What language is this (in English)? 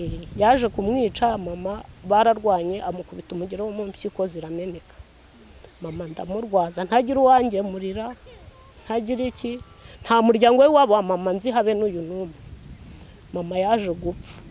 Kinyarwanda